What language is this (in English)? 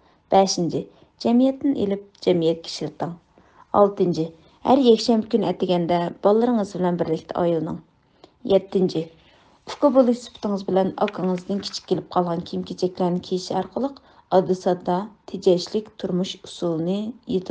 Uyghur